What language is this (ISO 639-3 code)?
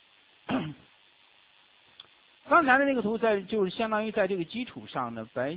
zho